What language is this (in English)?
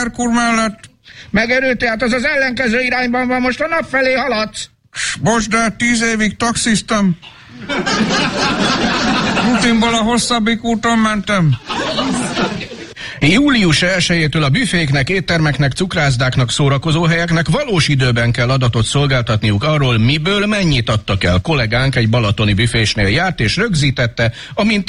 Hungarian